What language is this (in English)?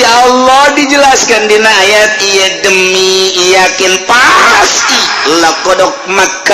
Sundanese